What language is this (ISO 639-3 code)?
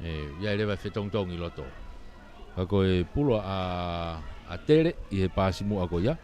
ton